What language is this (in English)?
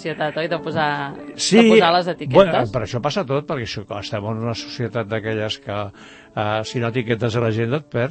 Catalan